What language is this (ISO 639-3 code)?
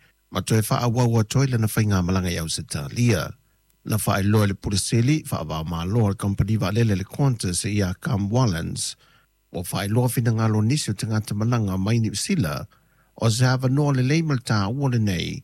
smo